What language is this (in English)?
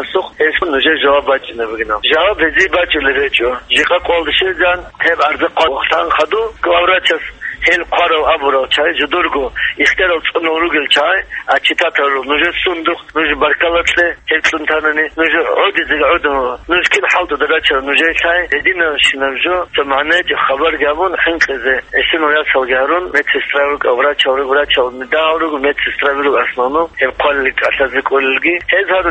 Avaric